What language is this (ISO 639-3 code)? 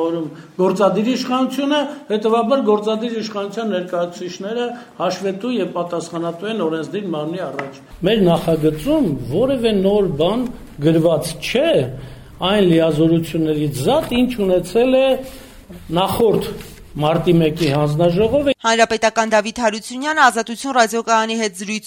hye